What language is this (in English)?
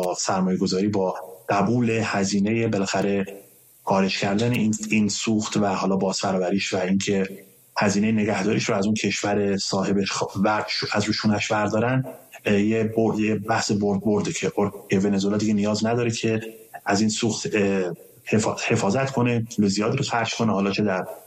Persian